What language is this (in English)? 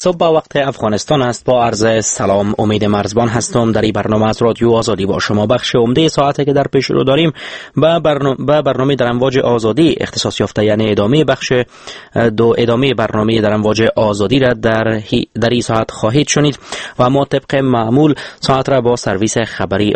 Persian